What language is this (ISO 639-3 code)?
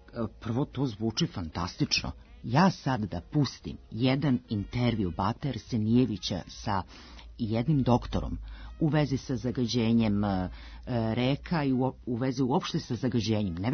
srp